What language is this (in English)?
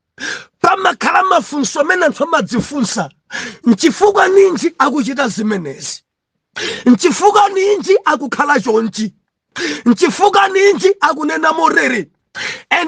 Nyanja